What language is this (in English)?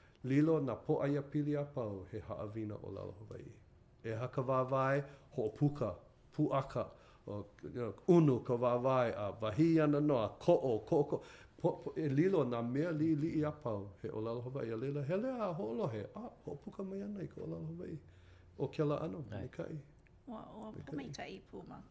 Hawaiian